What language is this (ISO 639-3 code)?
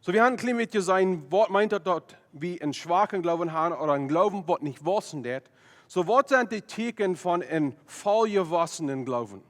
pdt